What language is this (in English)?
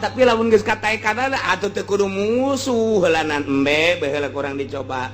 Sundanese